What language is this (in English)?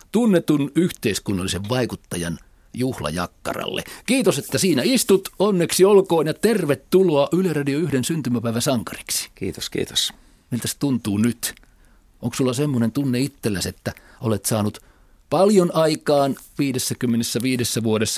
Finnish